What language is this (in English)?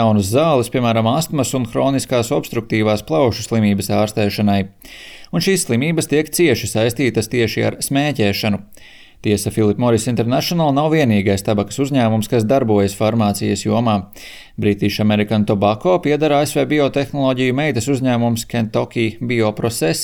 Latvian